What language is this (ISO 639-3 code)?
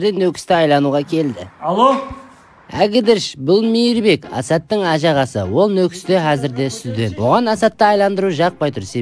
kaa